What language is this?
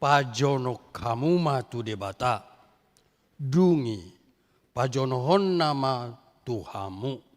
Batak Toba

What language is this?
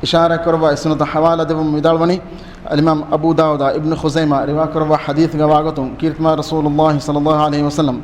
Divehi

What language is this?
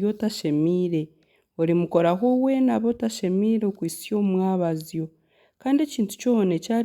Nyankole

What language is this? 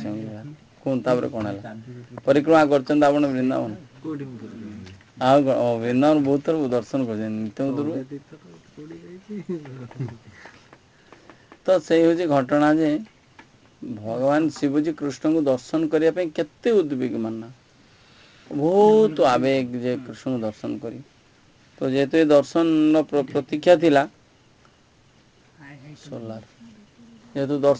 Odia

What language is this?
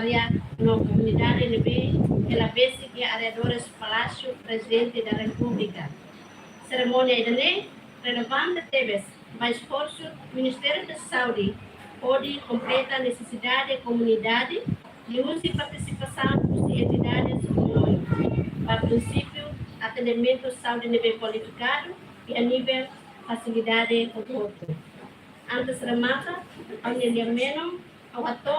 Tetum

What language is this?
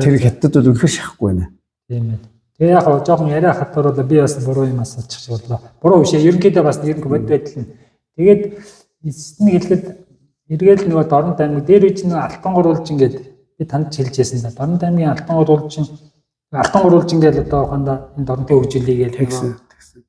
Mongolian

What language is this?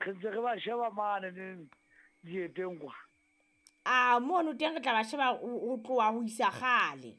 Southern Sotho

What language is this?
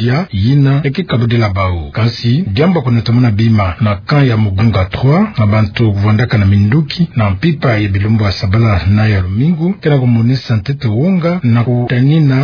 Kituba (Democratic Republic of Congo)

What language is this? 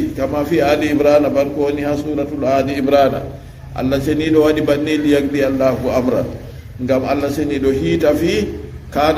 Fula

